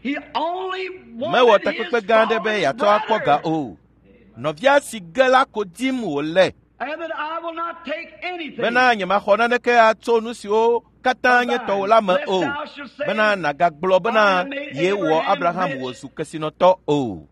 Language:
Ewe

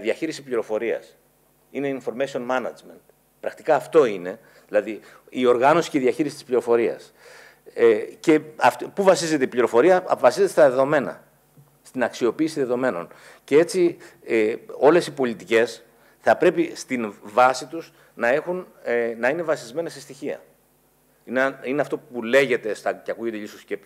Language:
Greek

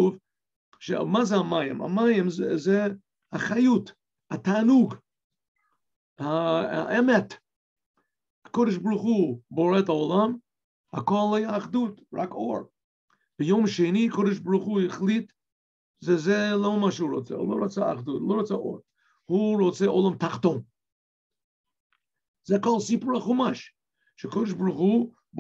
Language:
Hebrew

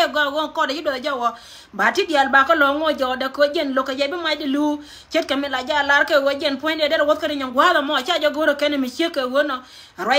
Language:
Nuer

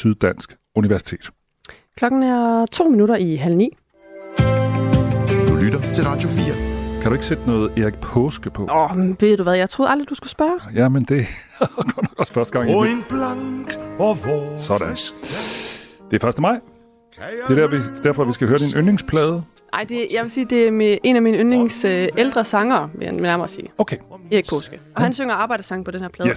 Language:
Danish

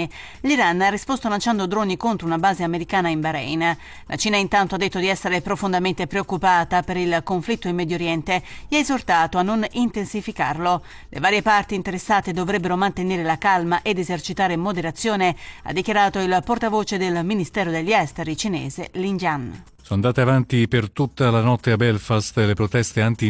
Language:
Italian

